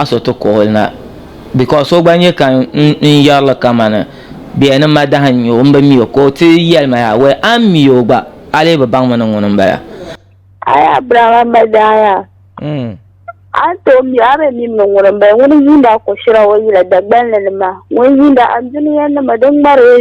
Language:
Dagbani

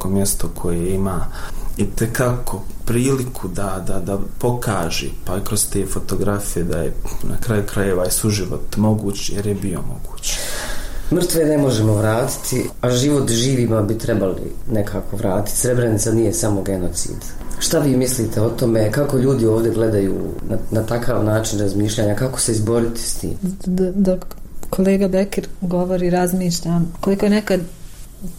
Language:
Bosnian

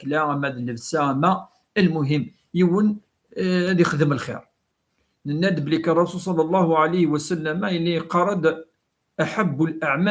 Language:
Kabyle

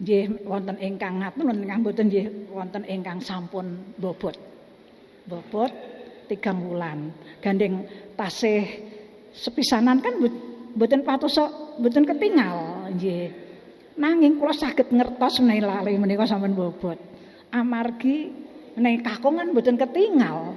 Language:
Javanese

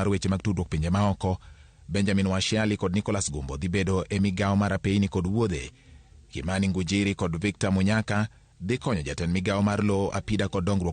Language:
Luo (Kenya and Tanzania)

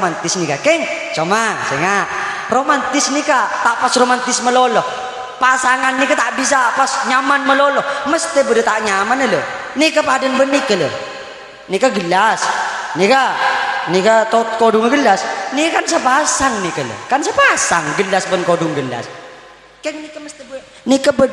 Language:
Madurese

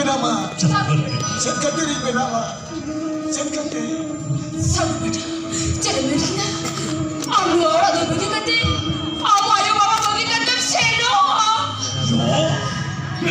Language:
Santali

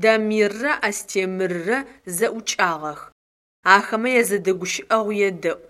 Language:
Adyghe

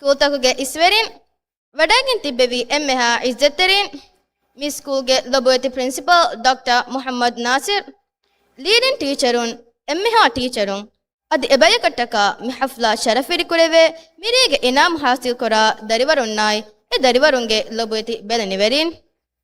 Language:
Divehi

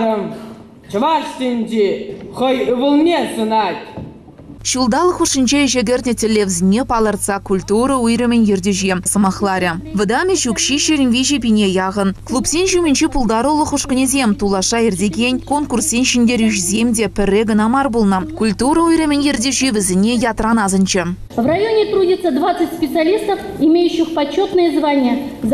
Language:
Chuvash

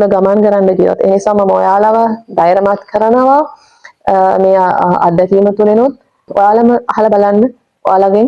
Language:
Sinhala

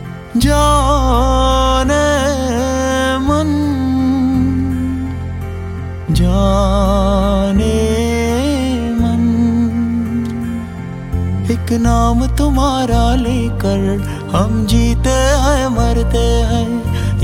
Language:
Hindi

